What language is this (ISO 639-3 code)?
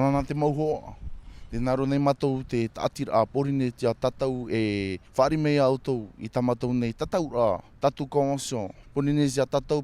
tah